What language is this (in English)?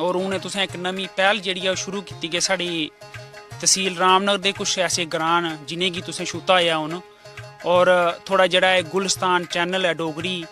Dogri